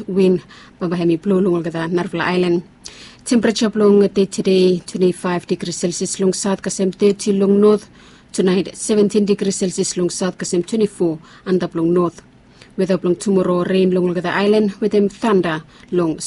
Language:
Bislama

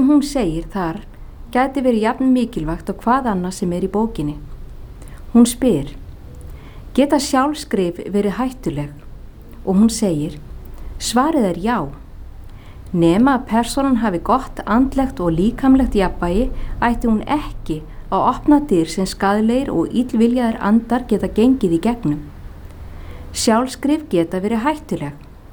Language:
Icelandic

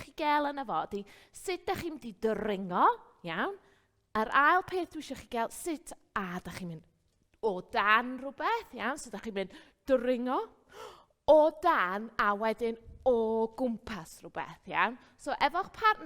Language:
Welsh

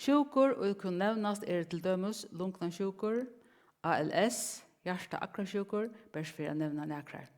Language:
Faroese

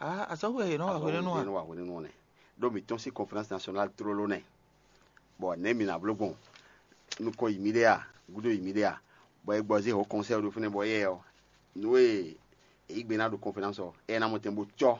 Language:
Fon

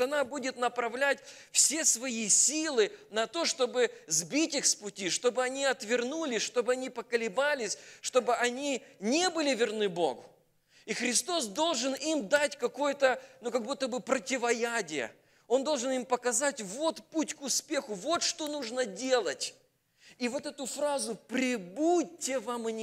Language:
Russian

